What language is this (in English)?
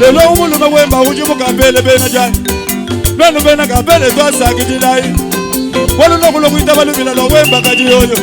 Luba-Lulua